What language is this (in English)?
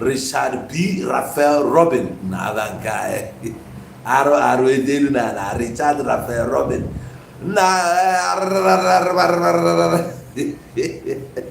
Igbo